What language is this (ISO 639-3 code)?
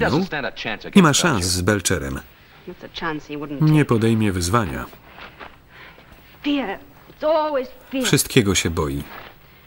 pol